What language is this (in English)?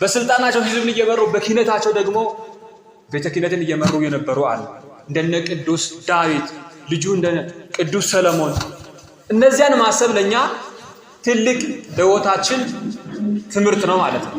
Amharic